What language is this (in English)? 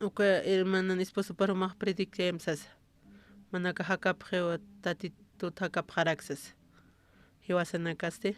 Aymara